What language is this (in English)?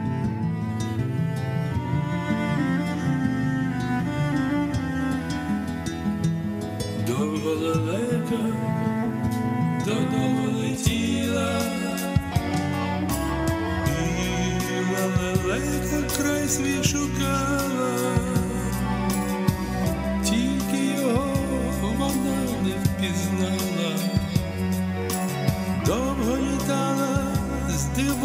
Ukrainian